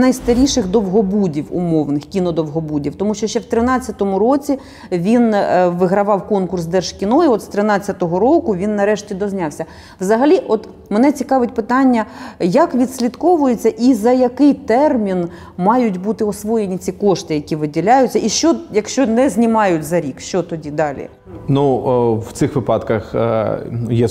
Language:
Ukrainian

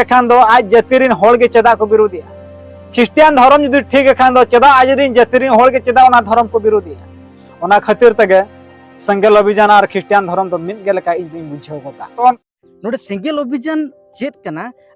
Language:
Santali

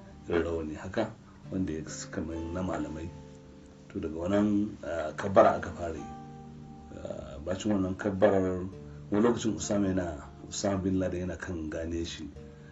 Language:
Hausa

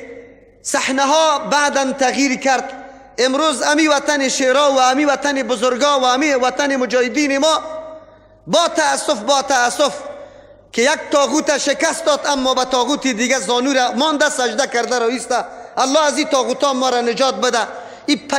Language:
Persian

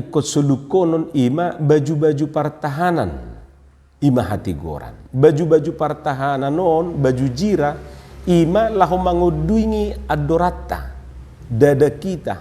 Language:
Batak Toba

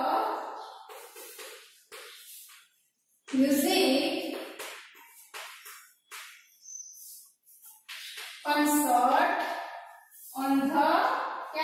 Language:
Gujarati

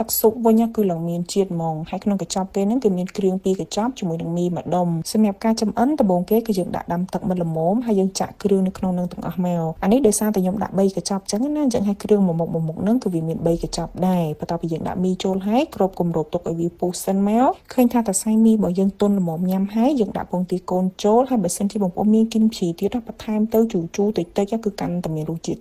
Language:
Khmer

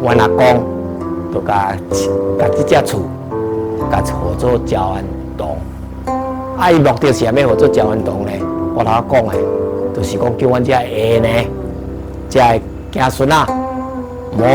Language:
Min Nan Chinese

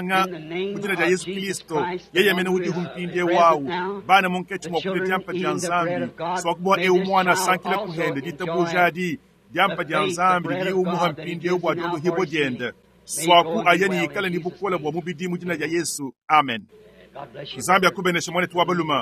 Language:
Luba-Lulua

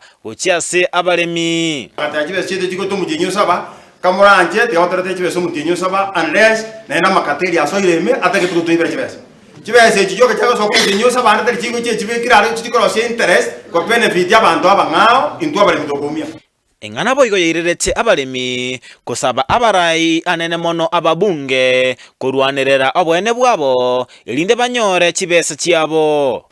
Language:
Gusii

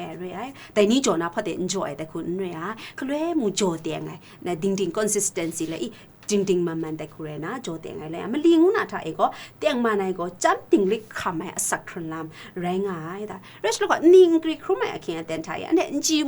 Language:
Kachin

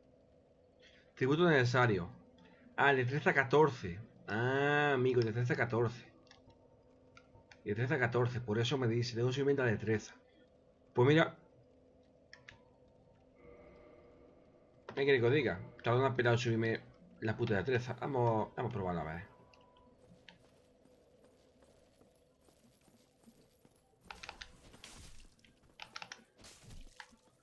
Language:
Spanish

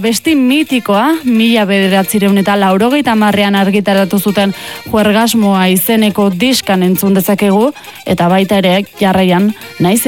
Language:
Basque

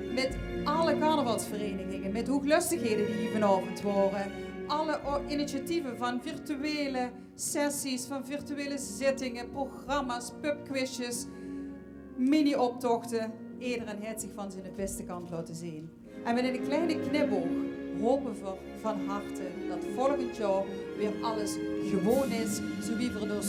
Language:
Limburgish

